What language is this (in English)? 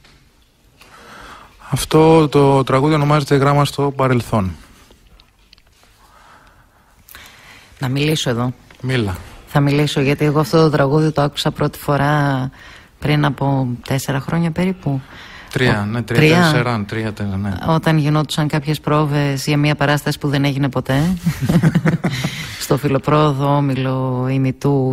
Greek